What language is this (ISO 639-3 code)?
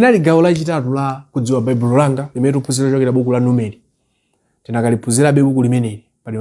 nya